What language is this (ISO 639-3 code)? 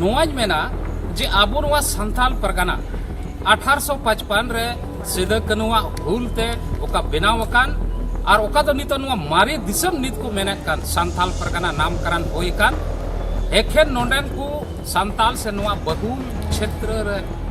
sat